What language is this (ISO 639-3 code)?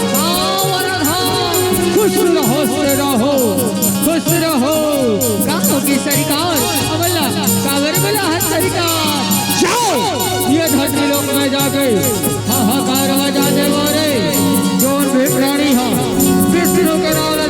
hne